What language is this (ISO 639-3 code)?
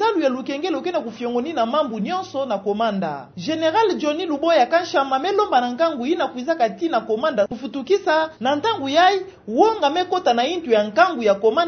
ktu